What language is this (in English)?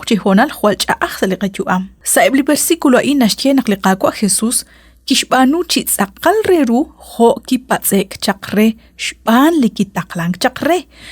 Kekchí